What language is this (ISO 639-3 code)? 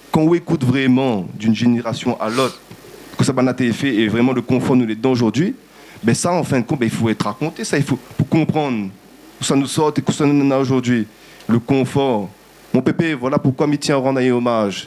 rcf